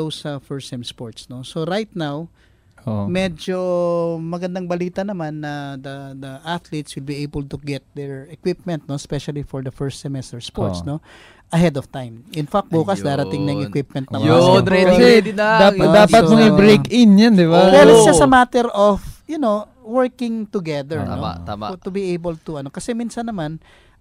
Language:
Filipino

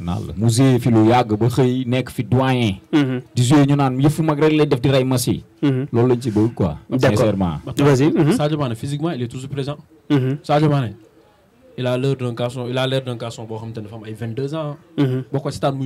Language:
Wolof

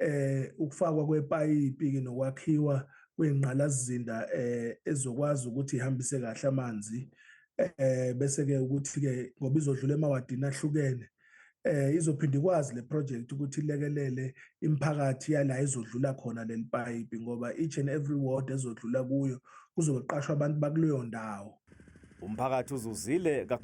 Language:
Zulu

